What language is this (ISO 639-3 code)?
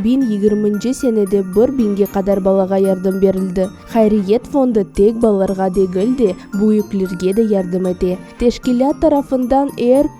crh